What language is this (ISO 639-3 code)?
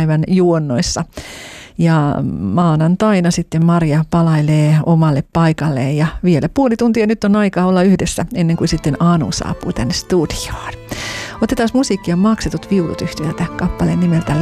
fin